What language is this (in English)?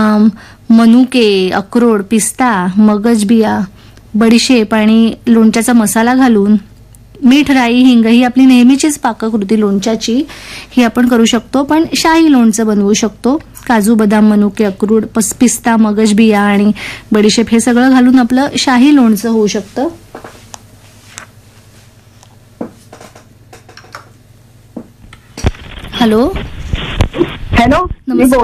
Marathi